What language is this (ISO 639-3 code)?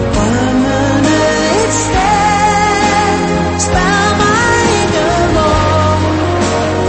dan